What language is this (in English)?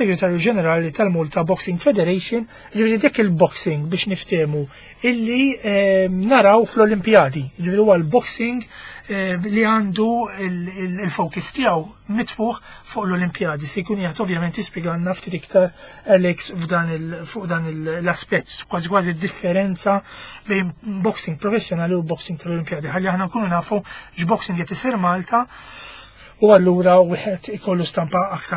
Maltese